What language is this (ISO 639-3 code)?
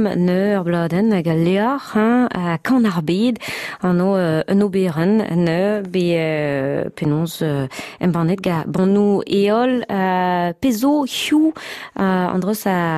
bre